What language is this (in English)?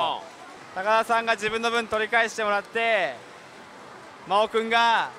Japanese